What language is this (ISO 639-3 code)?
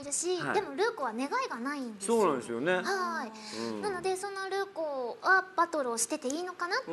jpn